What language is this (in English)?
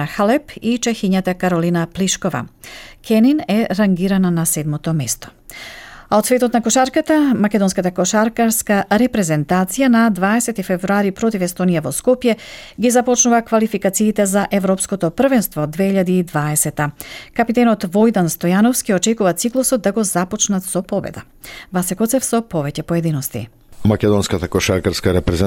Macedonian